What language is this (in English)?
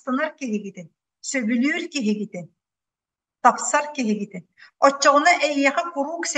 Yakut